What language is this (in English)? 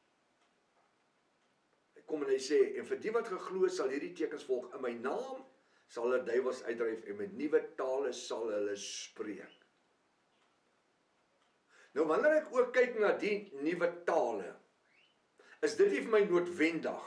Afrikaans